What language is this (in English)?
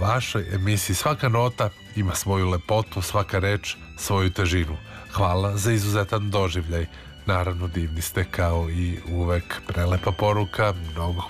Serbian